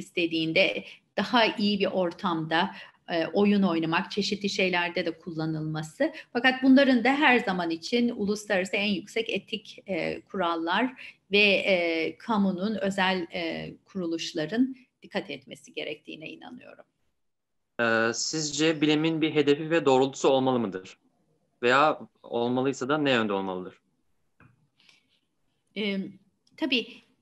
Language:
Turkish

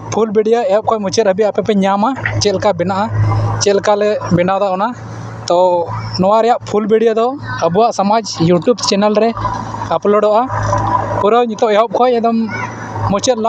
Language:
Santali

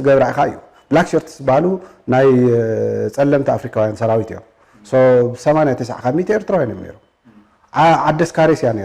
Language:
Tigrinya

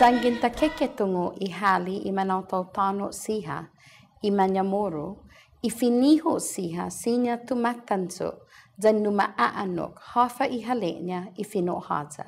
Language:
Chamorro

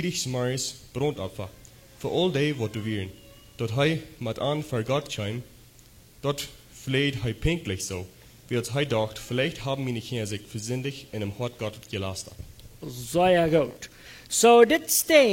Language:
Plautdietsch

